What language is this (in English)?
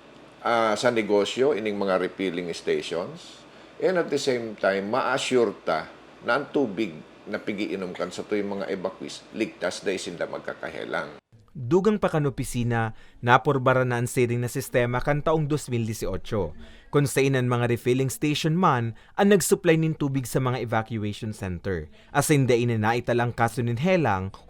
Bikol